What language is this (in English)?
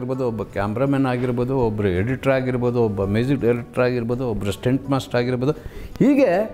Kannada